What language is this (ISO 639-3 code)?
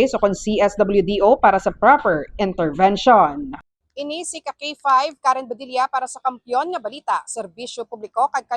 hil